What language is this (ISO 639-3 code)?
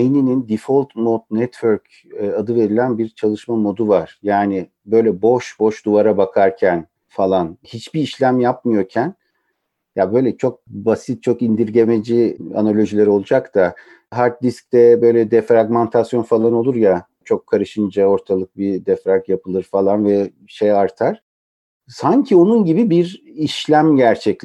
tur